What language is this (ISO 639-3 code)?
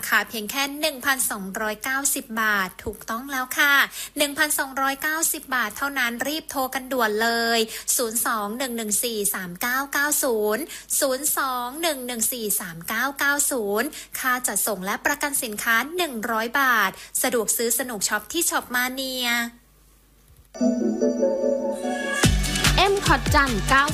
tha